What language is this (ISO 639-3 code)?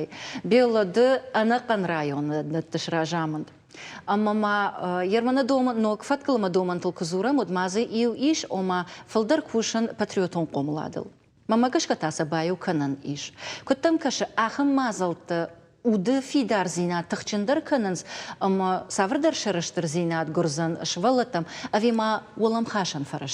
oss